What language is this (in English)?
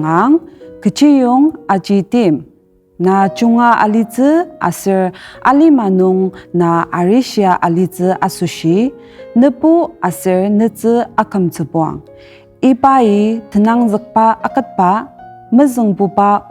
Ao Naga